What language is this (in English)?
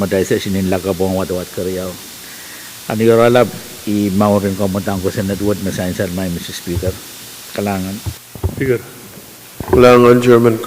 Pohnpeian